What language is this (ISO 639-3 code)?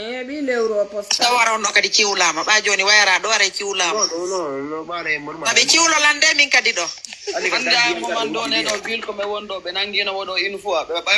ful